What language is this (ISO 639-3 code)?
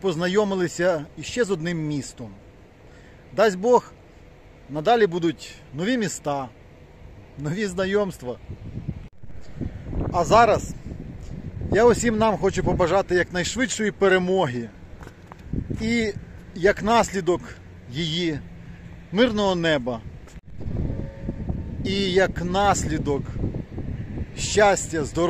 ukr